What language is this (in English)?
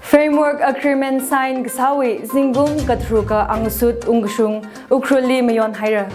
Tangkhul Naga (India)